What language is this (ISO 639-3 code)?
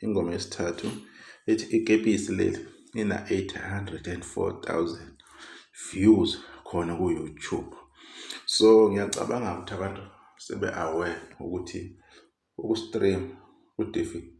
zul